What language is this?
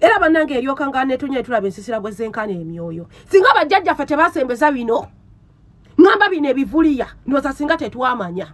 Ganda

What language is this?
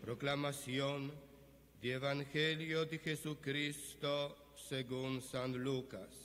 Papiamento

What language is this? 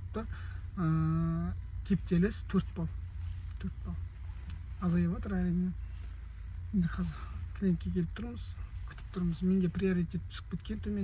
Kazakh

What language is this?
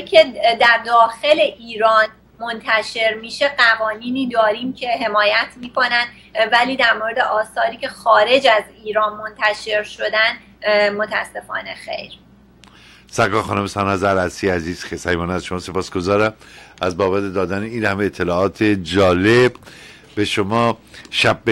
Persian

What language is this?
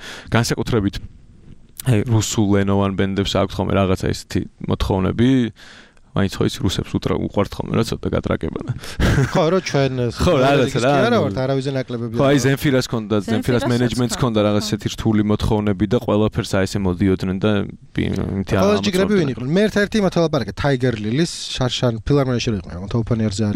Georgian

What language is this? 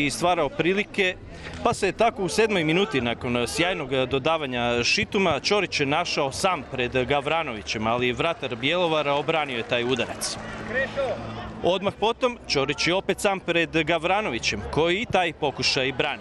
Croatian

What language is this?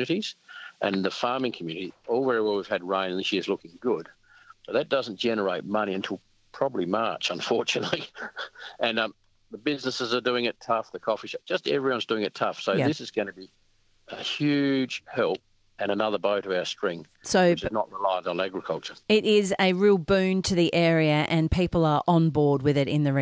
English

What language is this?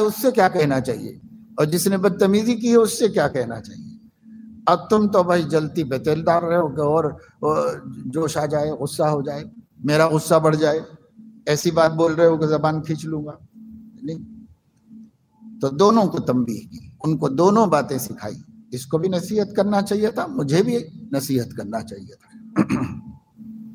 Urdu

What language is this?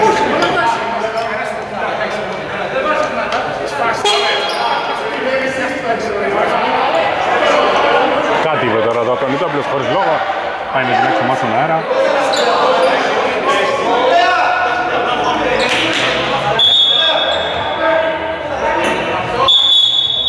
Greek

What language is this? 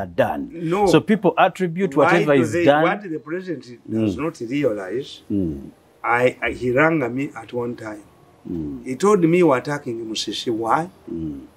English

